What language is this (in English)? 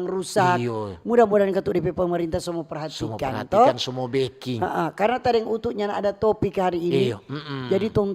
Manado Malay